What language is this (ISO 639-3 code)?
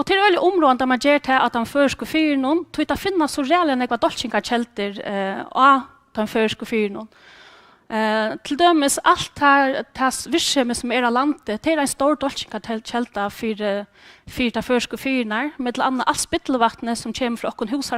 fao